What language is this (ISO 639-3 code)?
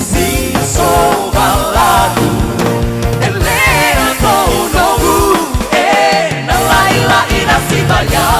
nia